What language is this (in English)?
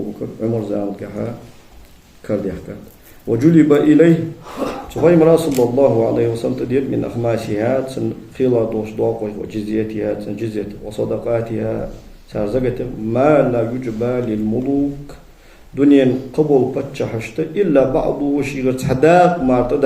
Ingush